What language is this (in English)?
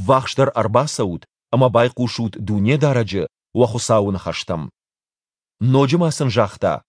Ossetic